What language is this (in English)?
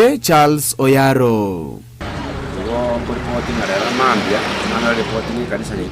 Gusii